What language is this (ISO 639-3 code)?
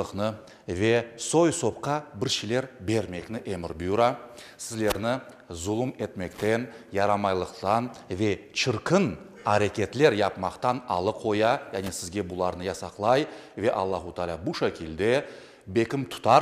crh